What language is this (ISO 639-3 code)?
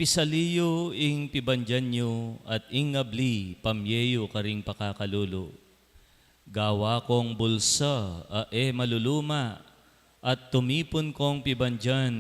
pam